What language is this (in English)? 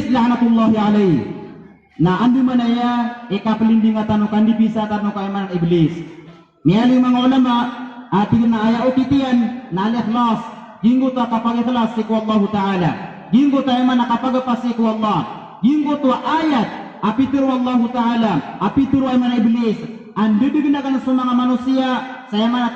Maranao